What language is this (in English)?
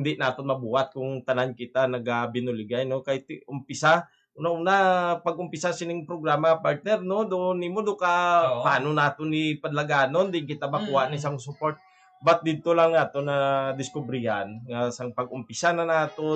Hiligaynon